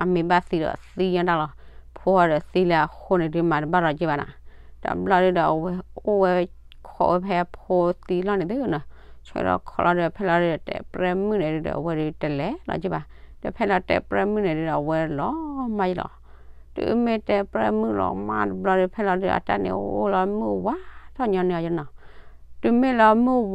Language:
S'gaw Karen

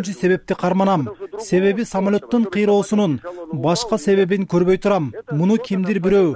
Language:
Kyrgyz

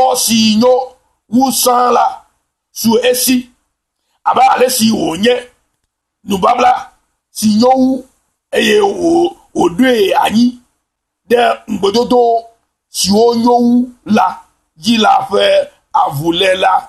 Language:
Ewe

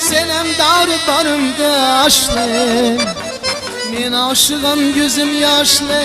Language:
Kara-Kalpak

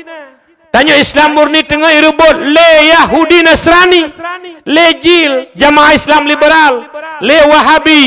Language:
Achinese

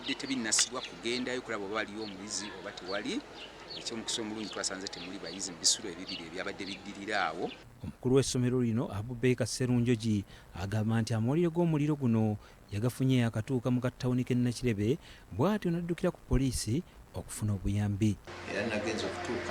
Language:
Ganda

